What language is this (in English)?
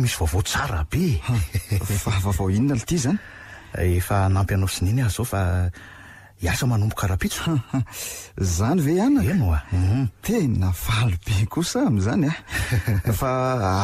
Malagasy